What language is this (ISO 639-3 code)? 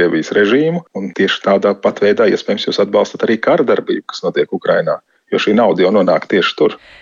lav